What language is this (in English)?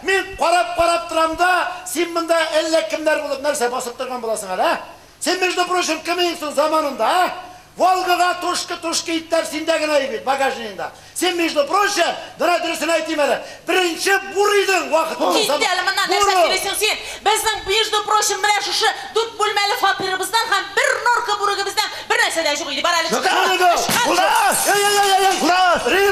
Tatar